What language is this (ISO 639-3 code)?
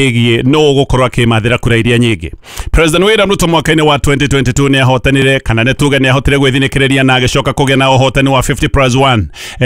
kik